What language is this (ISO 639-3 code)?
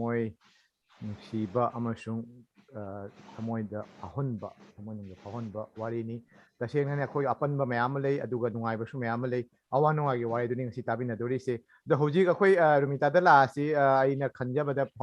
mni